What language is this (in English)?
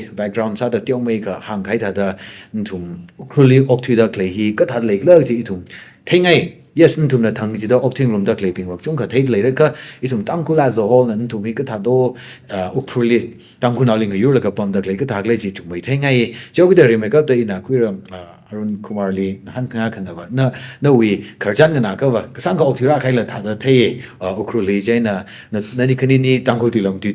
Tangkhul Naga (India)